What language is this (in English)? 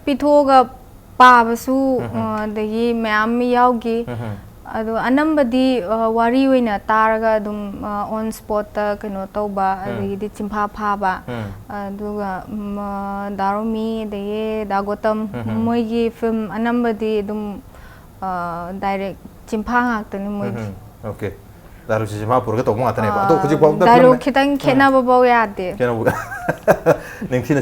Manipuri